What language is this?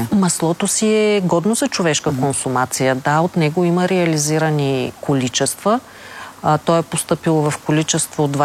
Bulgarian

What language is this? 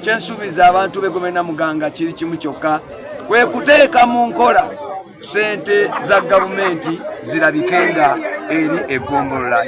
Ganda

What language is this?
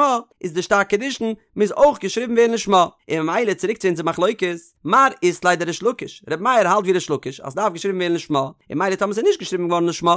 Yiddish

